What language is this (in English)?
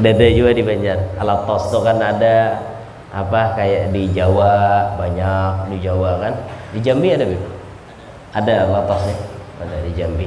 Banjar